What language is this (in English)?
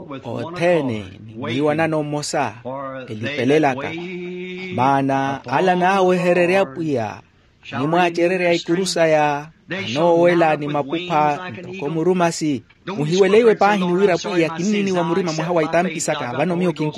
Makhuwa